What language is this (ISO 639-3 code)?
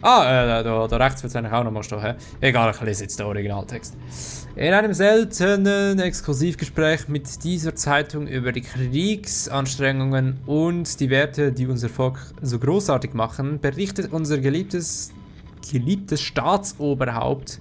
gsw